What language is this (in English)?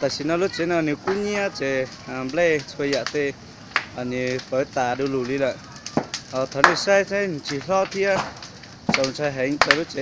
Hmong